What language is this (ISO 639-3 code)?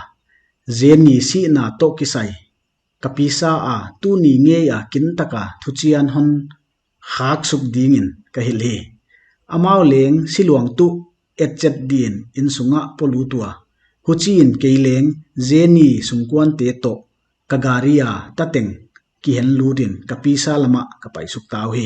pck